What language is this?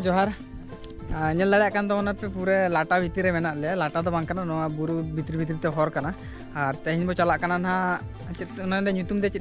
Santali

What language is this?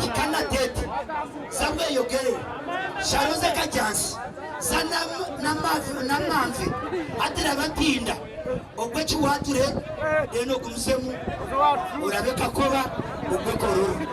Nyankole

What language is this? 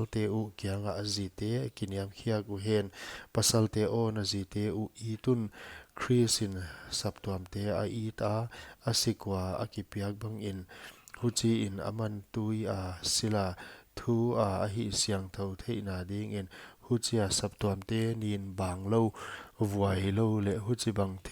Paite Chin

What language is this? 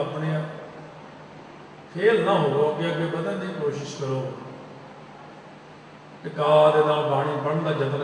Punjabi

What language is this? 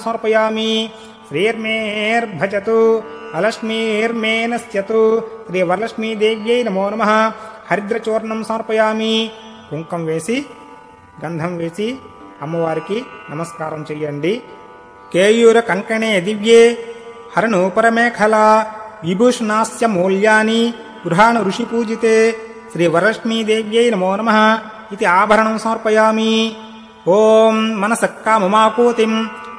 Telugu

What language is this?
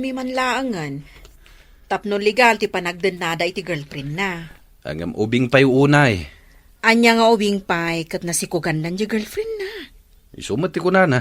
Iloko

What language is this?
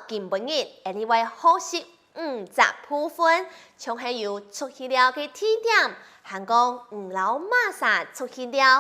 Hakka Chinese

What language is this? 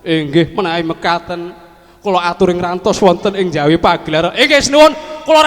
Javanese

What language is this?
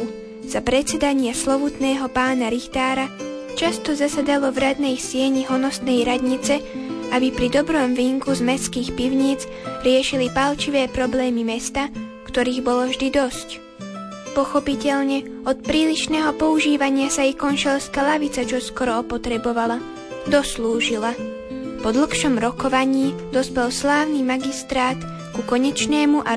Slovak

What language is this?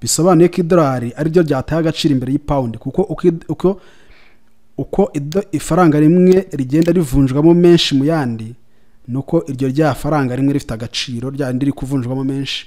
Kinyarwanda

